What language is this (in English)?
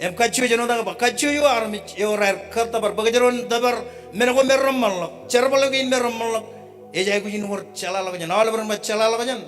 Marshallese